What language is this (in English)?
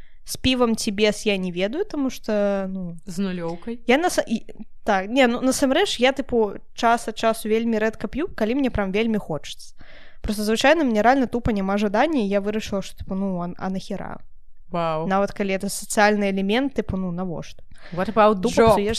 Belarusian